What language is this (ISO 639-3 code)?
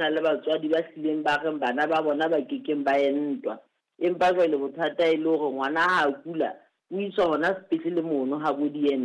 sot